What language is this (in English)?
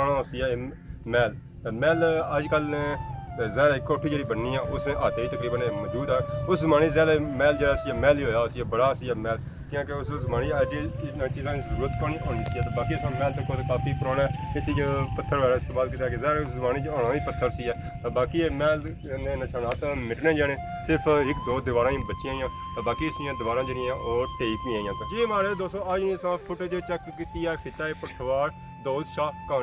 Pahari-Potwari